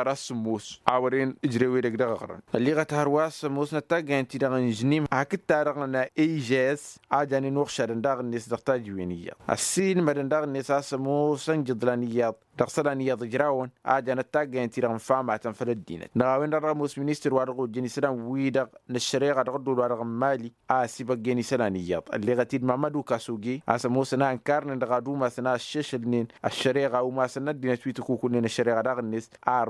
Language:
Tamasheq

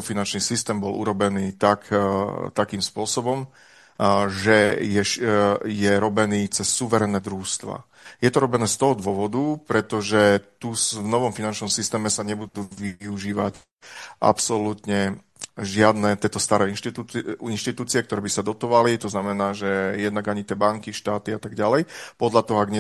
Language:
Slovak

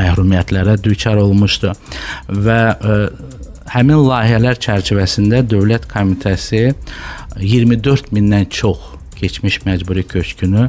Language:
Azerbaijani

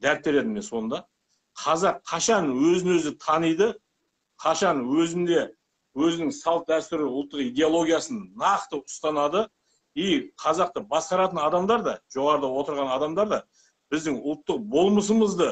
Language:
Kazakh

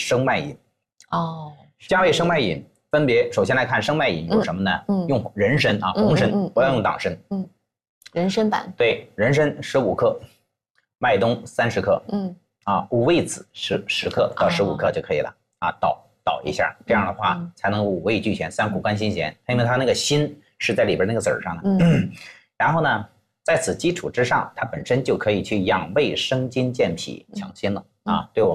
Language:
Chinese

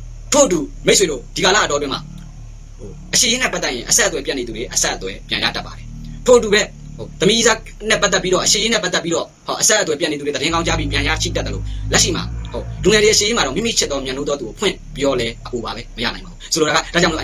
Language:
Burmese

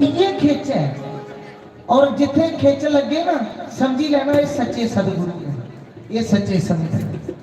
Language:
Dogri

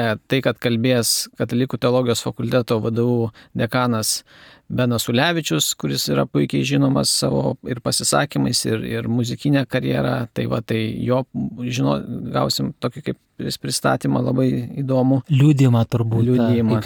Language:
Lithuanian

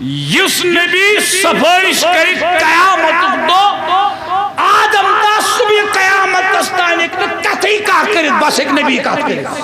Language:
Kashmiri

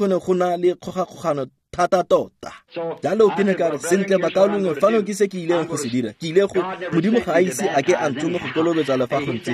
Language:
Tswana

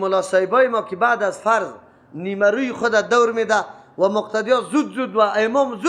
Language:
Persian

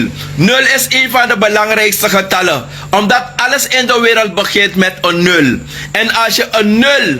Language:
Sranan Tongo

